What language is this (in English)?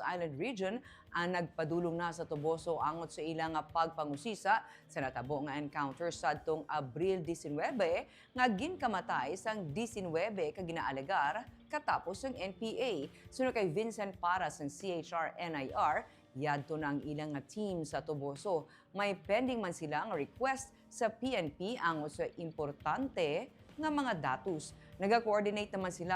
Hiligaynon